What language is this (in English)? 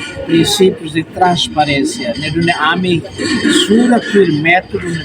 Tetum